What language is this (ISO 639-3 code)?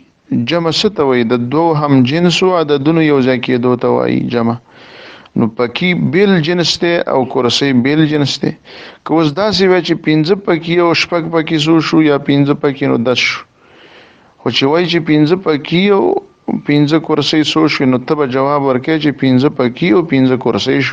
pus